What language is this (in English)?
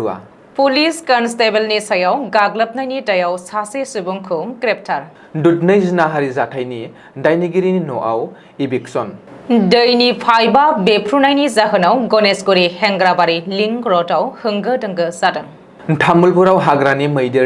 Bodo